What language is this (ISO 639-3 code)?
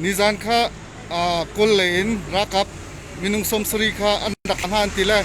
cnh